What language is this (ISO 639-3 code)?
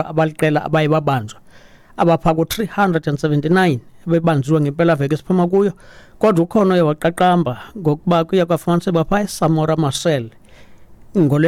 xho